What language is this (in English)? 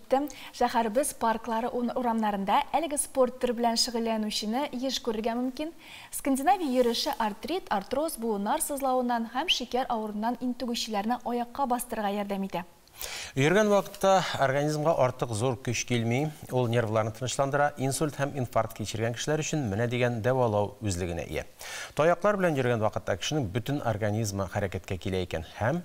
Tatar